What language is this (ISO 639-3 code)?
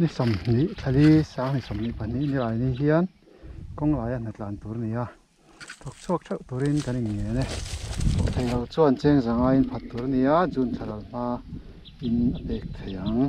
lus